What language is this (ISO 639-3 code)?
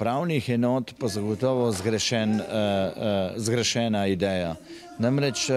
slv